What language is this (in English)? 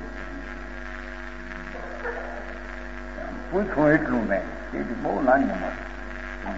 Gujarati